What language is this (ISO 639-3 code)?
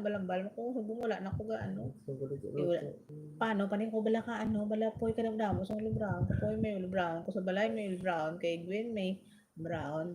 hil